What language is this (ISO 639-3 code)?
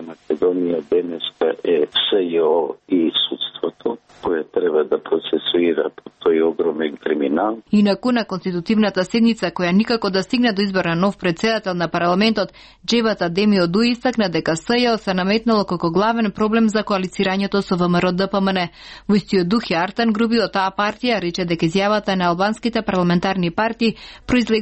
mkd